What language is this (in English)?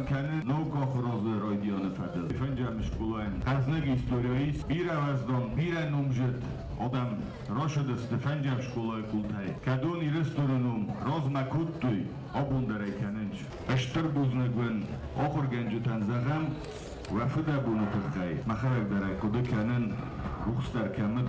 Ossetic